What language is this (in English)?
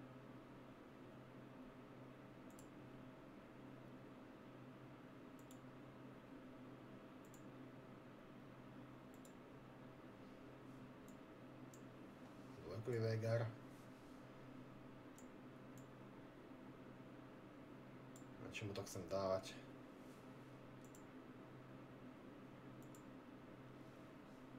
Slovak